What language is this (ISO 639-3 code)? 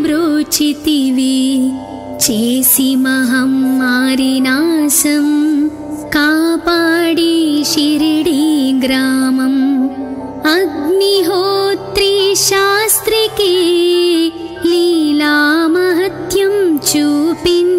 tel